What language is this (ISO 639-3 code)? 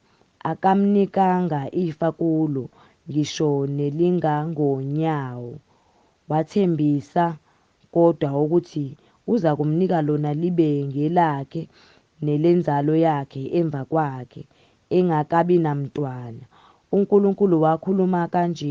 zul